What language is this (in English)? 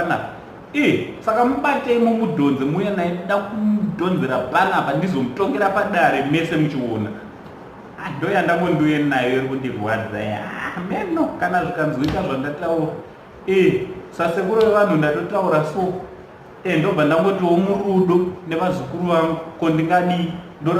Shona